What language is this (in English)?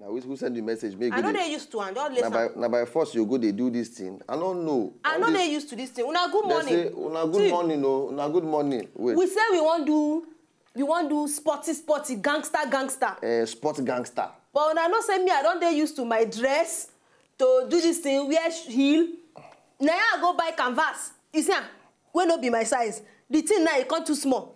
Nigerian Pidgin